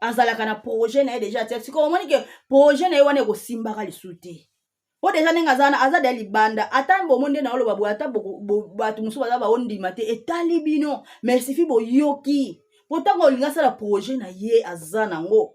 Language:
Lingala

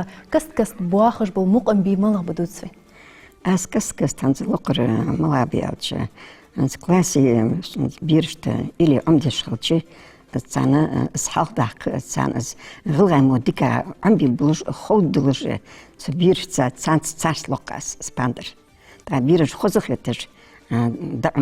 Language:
Ingush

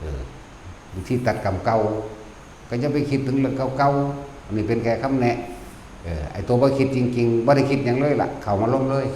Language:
Northeastern Thai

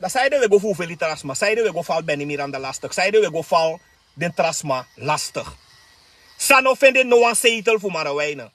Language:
Sranan Tongo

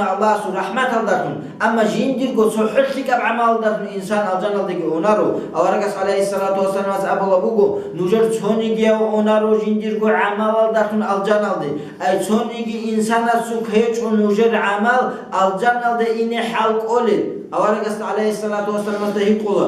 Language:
Avaric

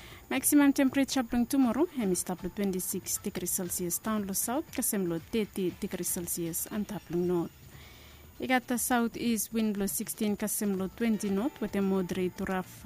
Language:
Bislama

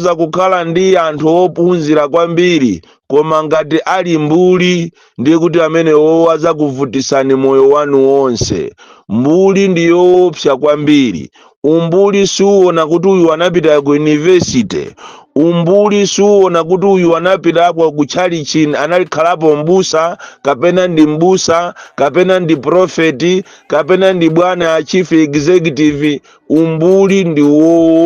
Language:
Nyanja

